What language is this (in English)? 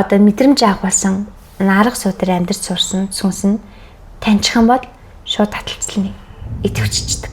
Mongolian